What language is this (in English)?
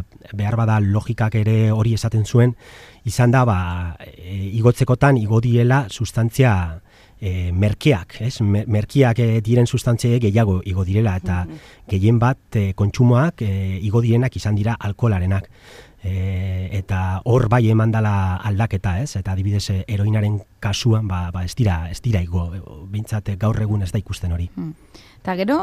Basque